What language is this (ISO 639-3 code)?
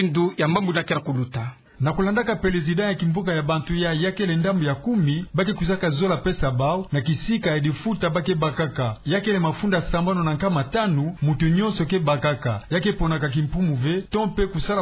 ktu